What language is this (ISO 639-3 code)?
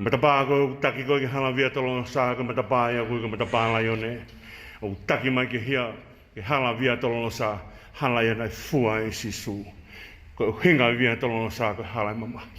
ton